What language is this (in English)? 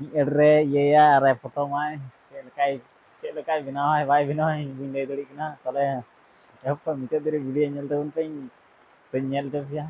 Santali